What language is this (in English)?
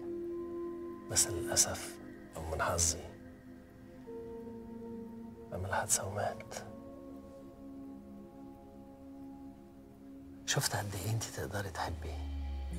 Egyptian Arabic